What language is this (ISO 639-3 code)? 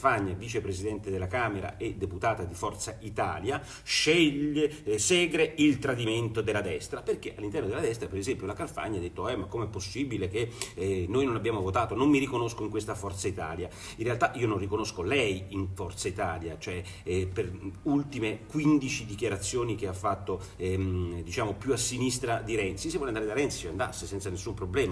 ita